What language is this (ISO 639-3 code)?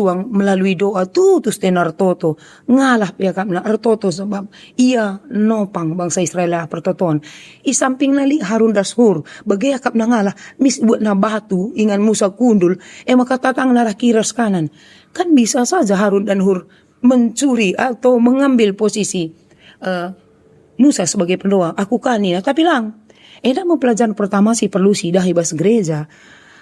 btx